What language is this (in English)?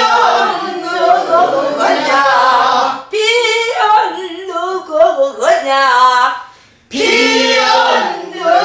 Korean